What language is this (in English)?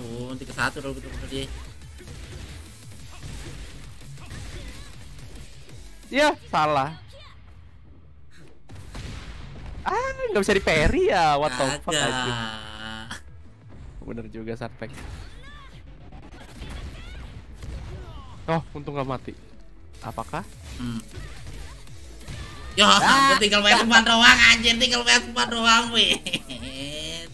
Indonesian